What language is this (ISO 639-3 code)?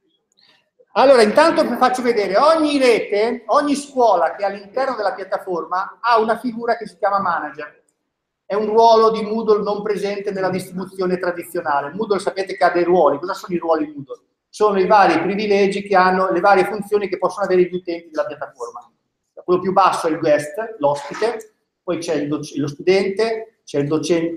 ita